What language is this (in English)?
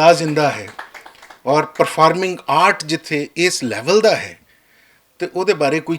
Western Panjabi